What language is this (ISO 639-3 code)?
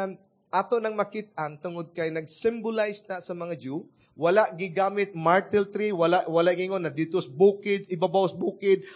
ceb